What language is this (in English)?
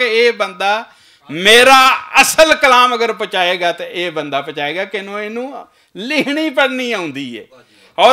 Western Panjabi